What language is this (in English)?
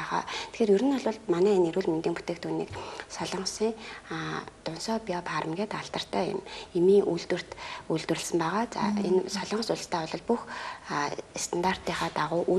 Mongolian